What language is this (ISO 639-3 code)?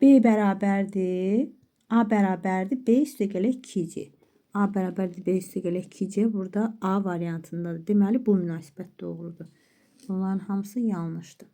aze